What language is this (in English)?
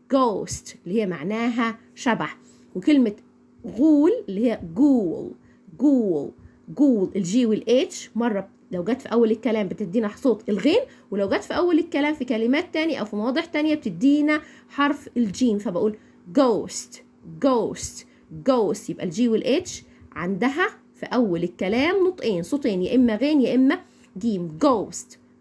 Egyptian Arabic